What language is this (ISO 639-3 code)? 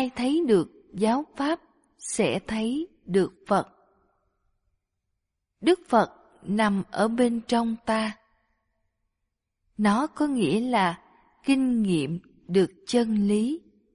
vie